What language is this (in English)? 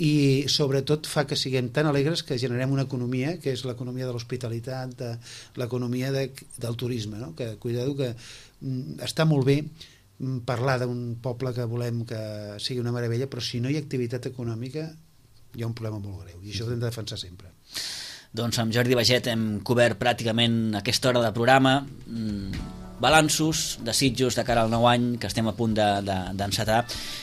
Catalan